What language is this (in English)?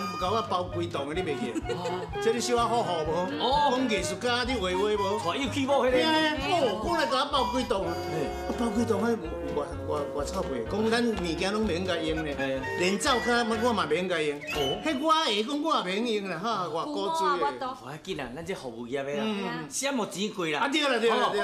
Min Nan Chinese